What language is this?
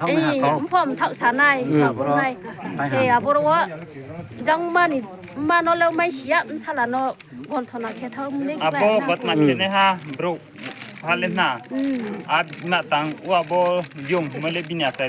Riang (India)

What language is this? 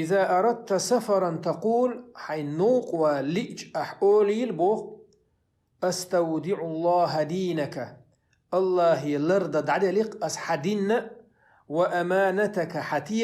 Chechen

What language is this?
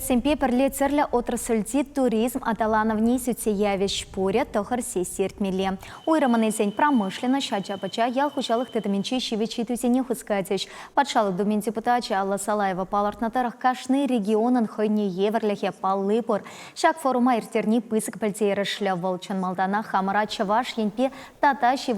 Chuvash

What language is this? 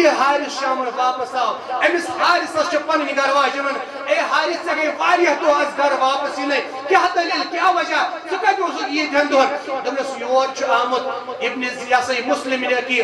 Kashmiri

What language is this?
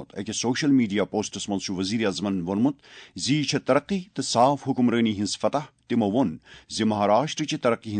Kashmiri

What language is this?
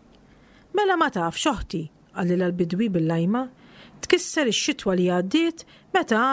Maltese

